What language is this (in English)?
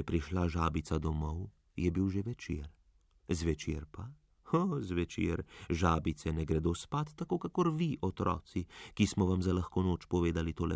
Slovenian